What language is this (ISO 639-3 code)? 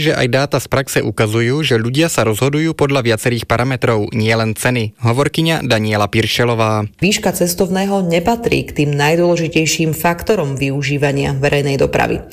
slk